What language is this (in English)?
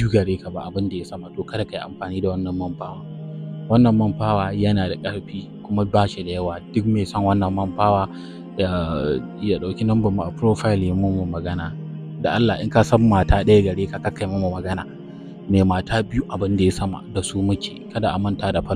Hausa